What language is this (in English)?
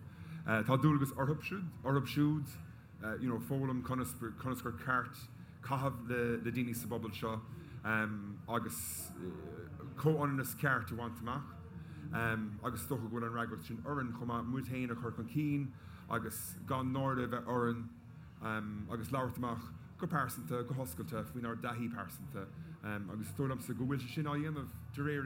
Irish